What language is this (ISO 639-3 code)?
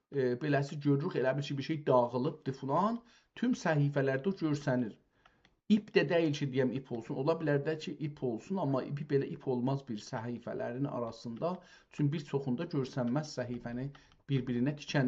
azb